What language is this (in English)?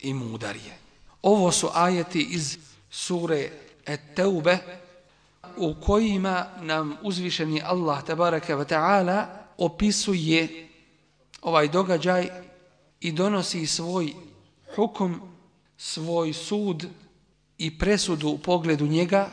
Bosnian